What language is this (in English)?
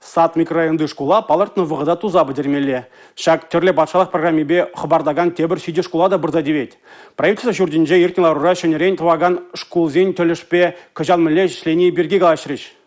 Chuvash